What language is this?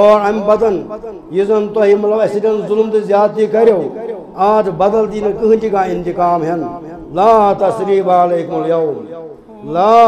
Kashmiri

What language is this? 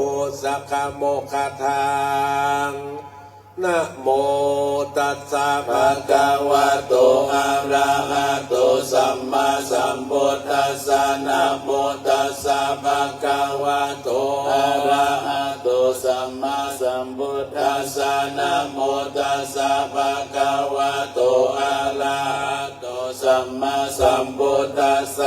Pali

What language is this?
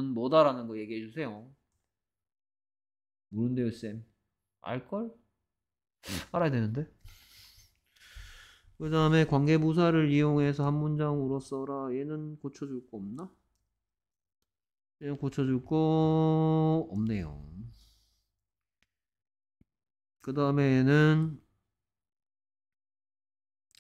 Korean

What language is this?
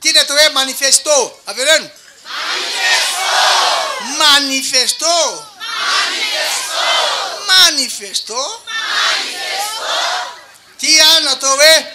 Malagasy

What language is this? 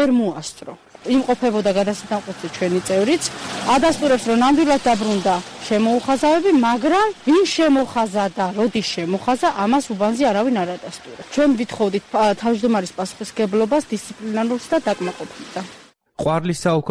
Georgian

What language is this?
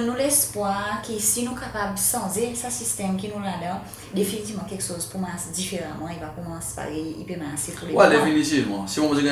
Seselwa Creole French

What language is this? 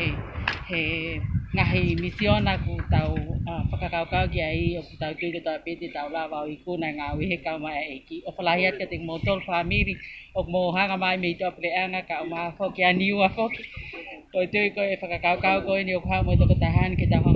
Tongan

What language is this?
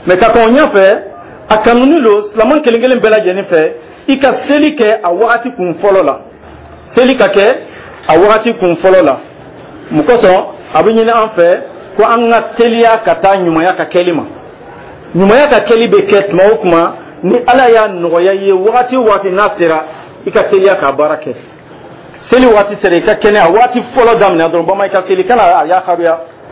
Dyula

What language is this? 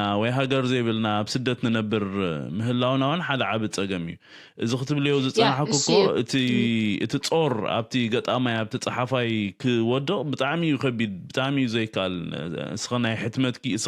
Tigrinya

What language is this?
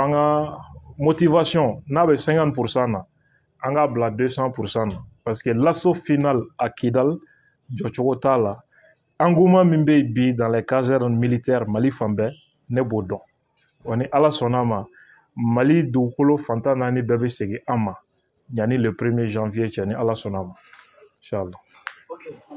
Bambara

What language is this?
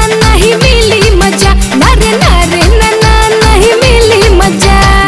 Bhojpuri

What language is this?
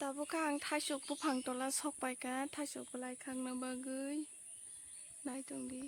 Kok Borok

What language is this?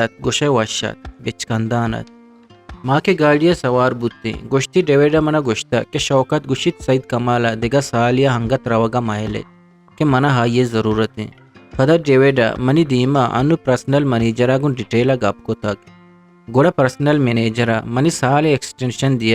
Eastern Balochi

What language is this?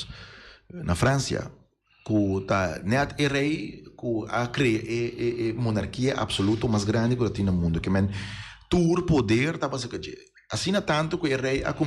Papiamento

